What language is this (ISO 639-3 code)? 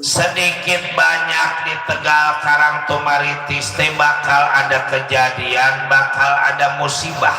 bew